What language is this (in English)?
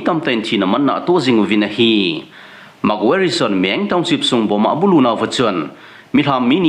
Thado Chin